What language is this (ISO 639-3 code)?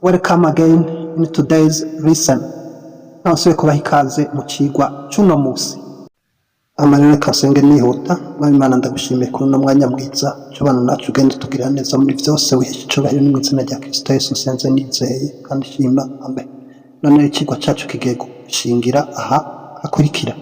run